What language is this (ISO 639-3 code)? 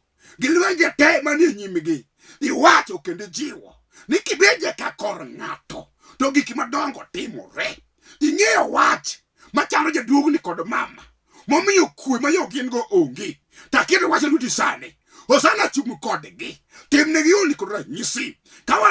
luo